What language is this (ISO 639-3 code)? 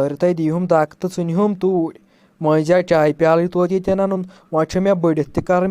kas